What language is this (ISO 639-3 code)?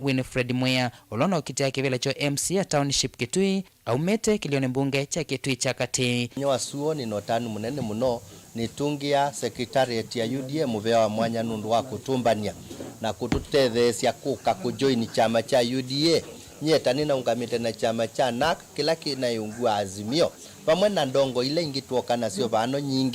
kam